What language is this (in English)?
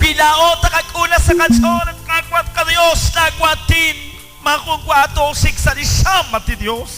Kekchí